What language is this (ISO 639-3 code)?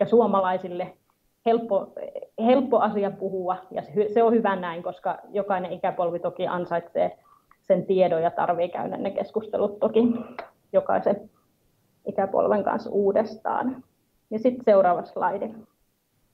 fin